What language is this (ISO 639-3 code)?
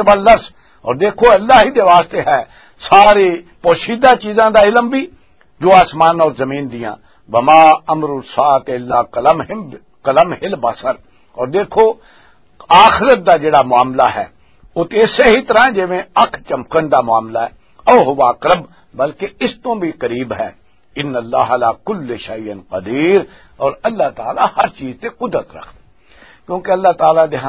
lah